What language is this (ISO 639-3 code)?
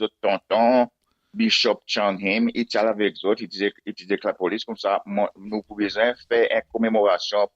crs